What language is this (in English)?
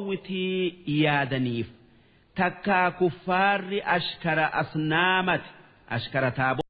Oromo